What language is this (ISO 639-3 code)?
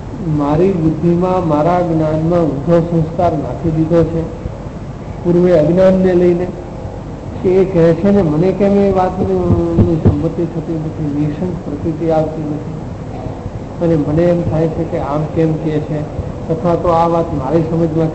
guj